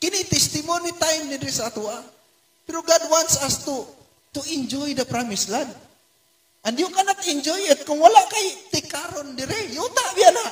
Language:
Cebuano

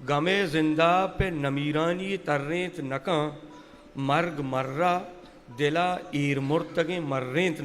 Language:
Eastern Balochi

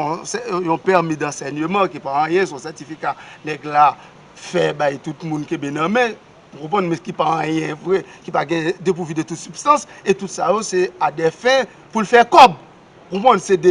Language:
Haitian Creole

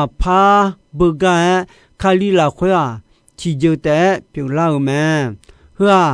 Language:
Akha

